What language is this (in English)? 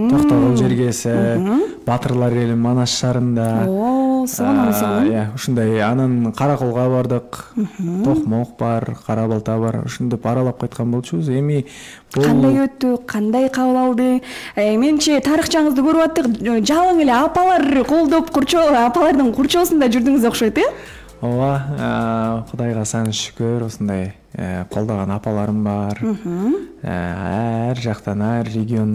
Kyrgyz